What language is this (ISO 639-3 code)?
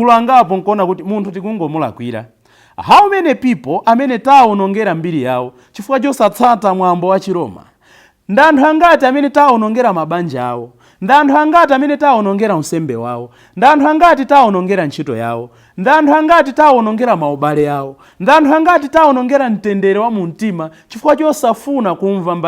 nya